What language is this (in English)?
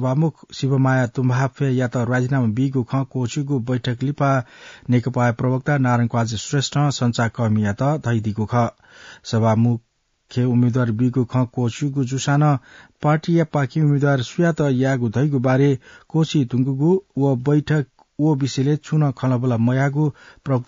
Newari